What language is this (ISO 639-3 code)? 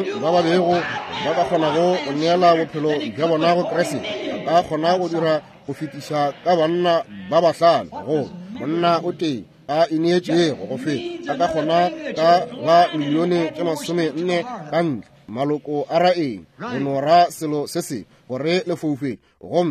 nso